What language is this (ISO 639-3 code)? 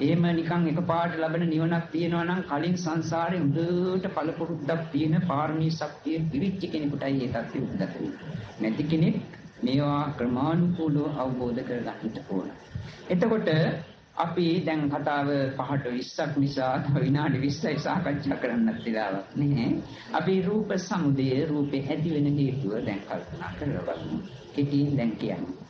sin